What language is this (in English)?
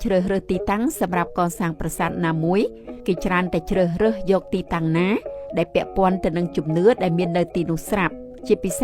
Khmer